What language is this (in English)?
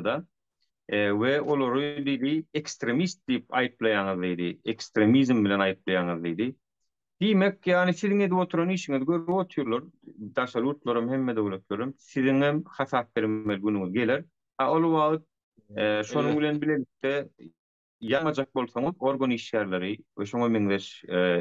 Turkmen